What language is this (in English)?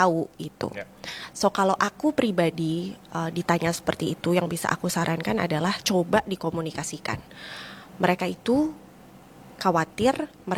Indonesian